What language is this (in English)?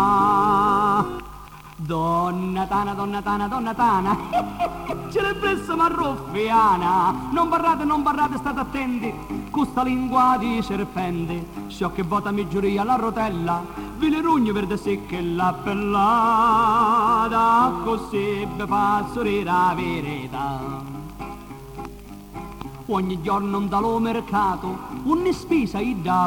Italian